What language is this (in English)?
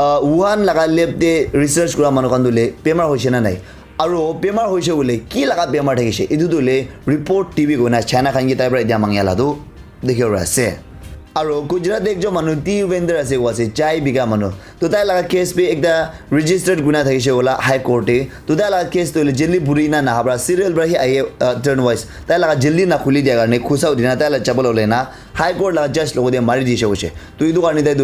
Naga Pidgin